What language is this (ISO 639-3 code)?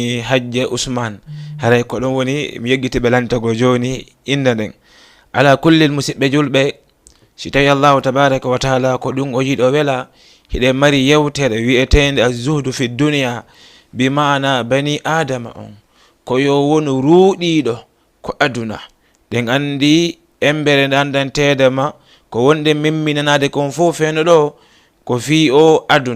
ful